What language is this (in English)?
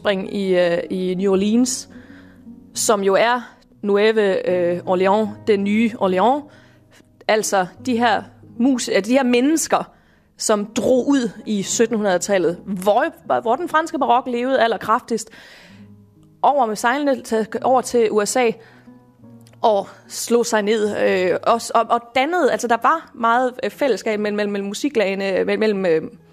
Danish